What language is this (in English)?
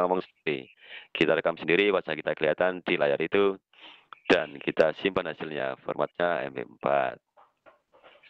Indonesian